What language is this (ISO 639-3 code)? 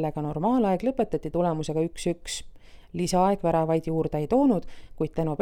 est